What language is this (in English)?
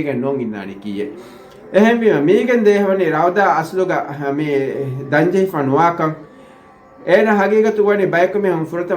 Divehi